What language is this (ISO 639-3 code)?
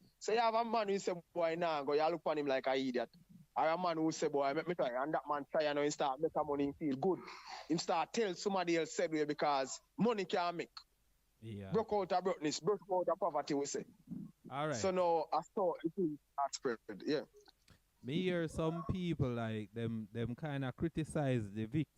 jam